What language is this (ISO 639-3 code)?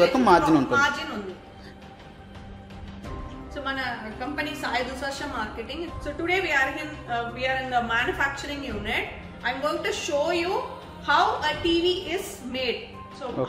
tel